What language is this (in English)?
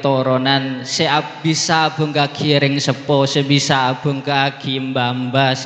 Madurese